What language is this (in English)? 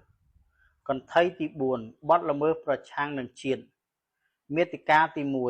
Khmer